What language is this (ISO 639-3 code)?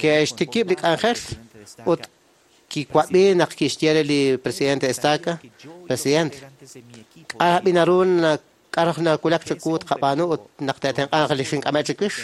kek